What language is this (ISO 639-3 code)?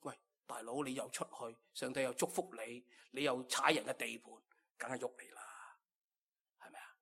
yue